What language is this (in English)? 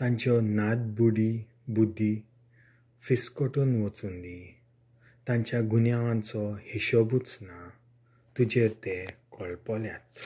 Konkani